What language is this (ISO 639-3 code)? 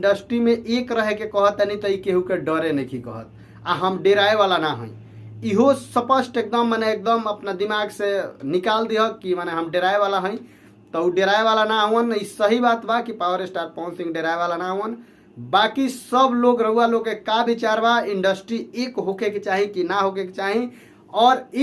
bho